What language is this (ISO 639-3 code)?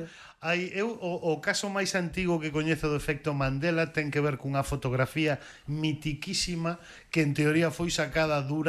glg